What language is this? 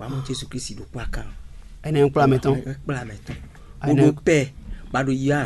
Fon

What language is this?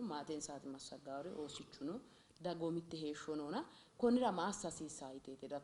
Sidamo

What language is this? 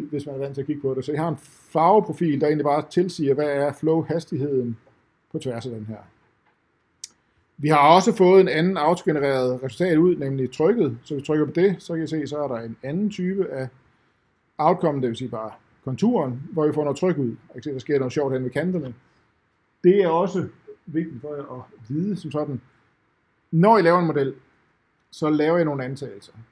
Danish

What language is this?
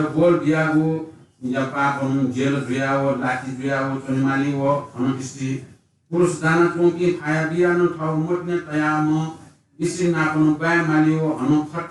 Newari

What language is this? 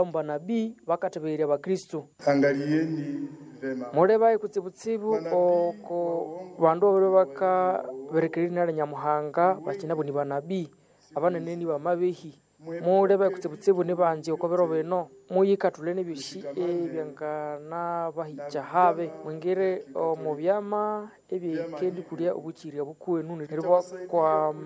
Nande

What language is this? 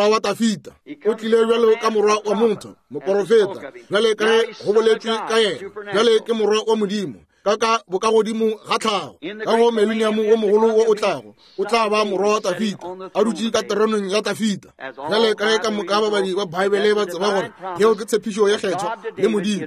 Northern Sotho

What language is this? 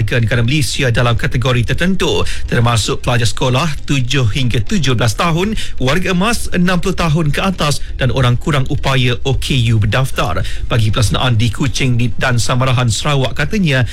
Malay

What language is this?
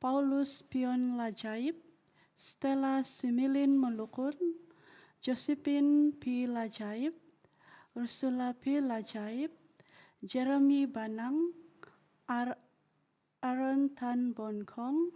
Central Dusun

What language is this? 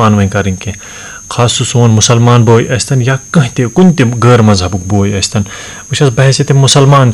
Kashmiri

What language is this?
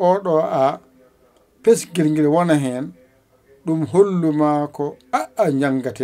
Fula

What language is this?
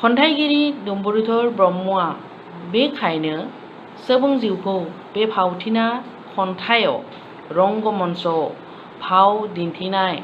Bodo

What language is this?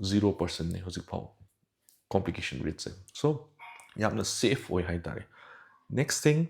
Manipuri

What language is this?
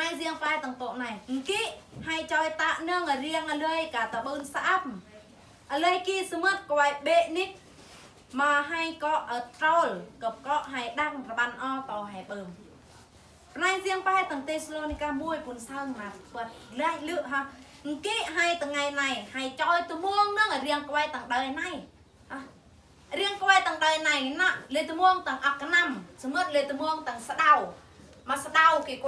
Eastern Bru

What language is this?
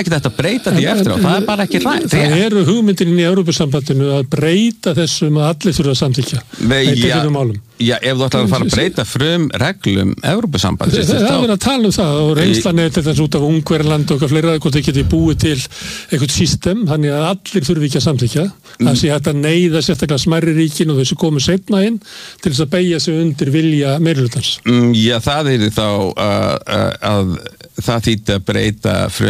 Icelandic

